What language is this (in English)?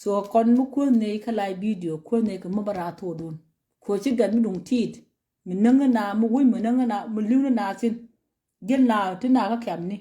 Nuer